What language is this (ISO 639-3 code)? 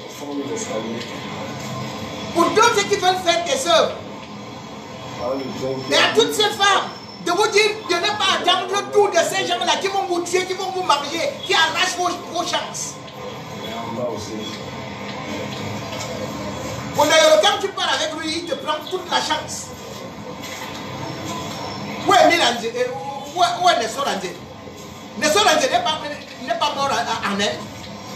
fra